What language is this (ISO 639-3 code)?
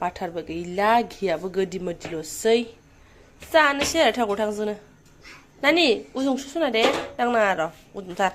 brx